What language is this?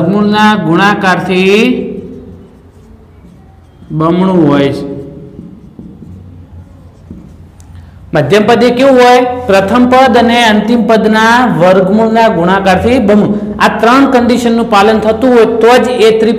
Gujarati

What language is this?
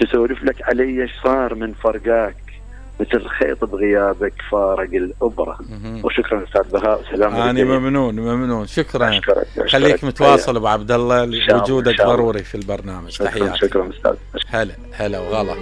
Mesopotamian Arabic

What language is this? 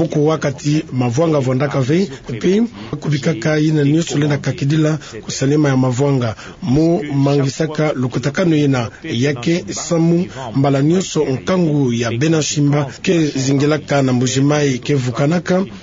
Kituba (Democratic Republic of Congo)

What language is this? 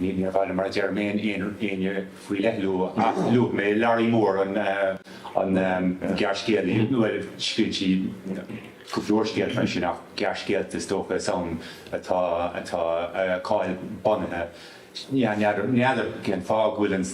Irish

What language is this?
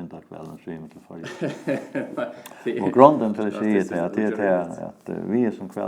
Faroese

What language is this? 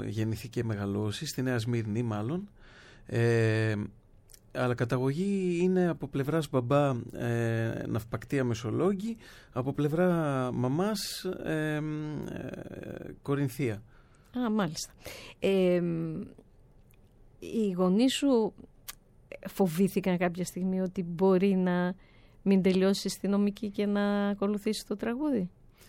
Greek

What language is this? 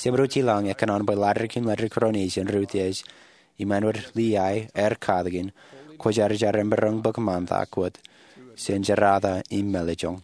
Marshallese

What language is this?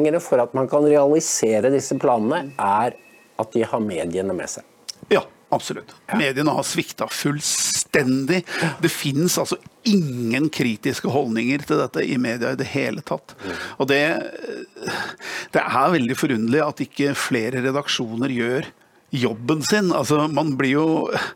Norwegian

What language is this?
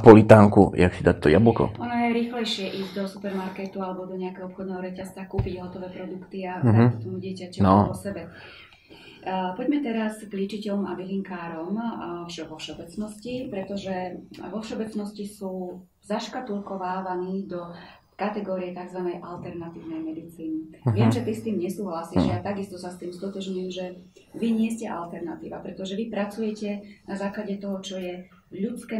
Slovak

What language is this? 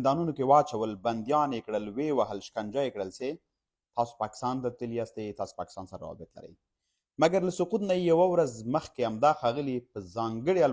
Pashto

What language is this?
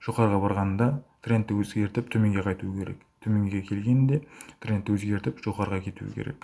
Kara-Kalpak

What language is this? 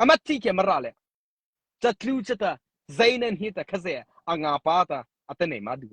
Mara Chin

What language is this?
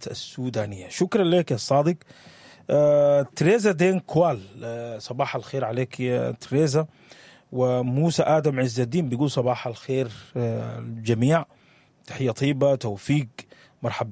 Sudanese Arabic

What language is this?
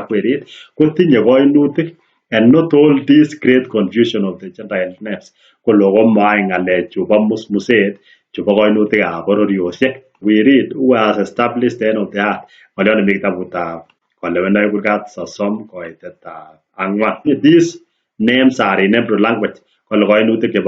Kalenjin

